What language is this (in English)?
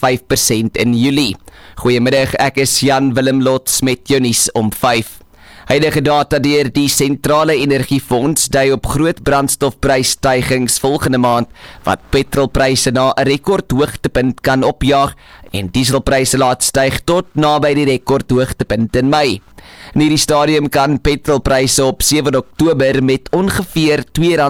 Afrikaans